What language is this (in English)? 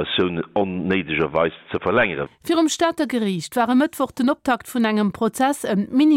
Luxembourgish